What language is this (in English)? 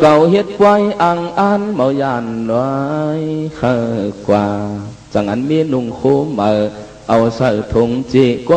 Shan